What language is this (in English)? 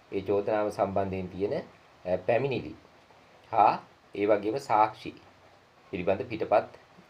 Sinhala